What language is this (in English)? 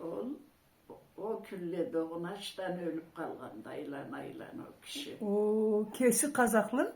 Karachay-Balkar